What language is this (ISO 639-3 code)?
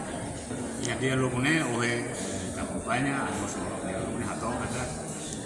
tet